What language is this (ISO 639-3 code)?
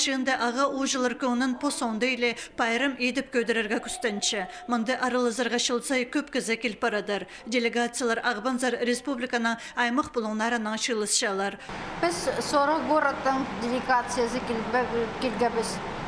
kjh